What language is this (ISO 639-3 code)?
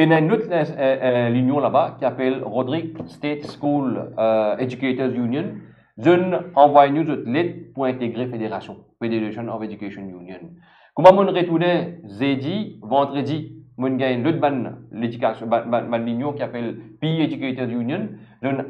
mfe